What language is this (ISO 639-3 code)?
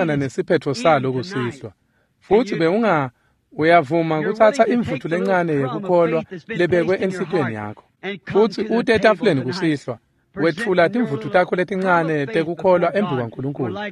ssw